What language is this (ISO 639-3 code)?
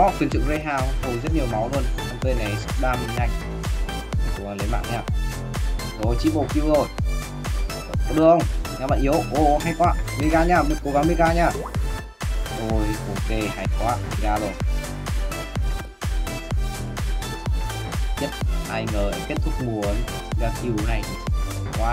vie